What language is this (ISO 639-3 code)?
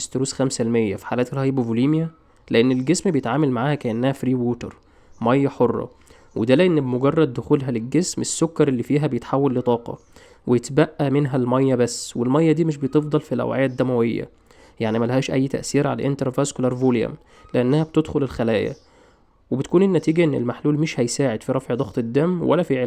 arz